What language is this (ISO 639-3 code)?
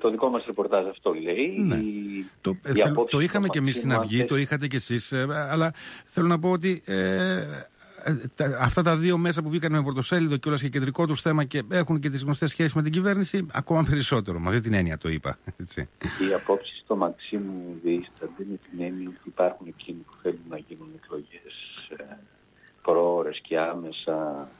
ell